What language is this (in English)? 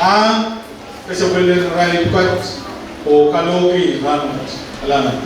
Pohnpeian